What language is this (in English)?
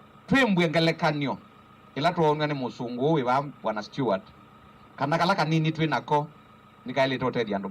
Kamba